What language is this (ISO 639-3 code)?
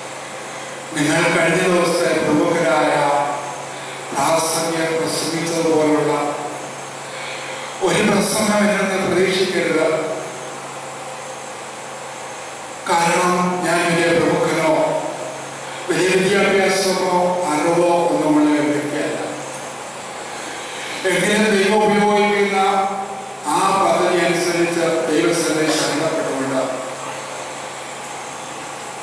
mal